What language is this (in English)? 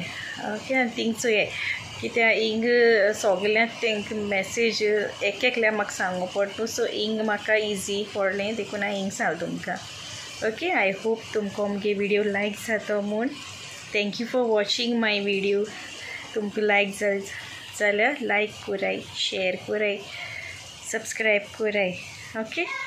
Konkani